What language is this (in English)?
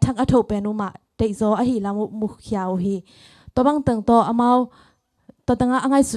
Tedim Chin